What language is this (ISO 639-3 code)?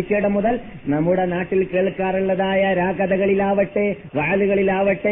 mal